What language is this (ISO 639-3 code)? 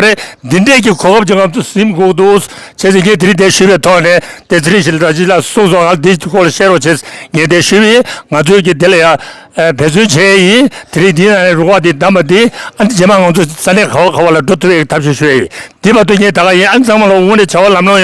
bod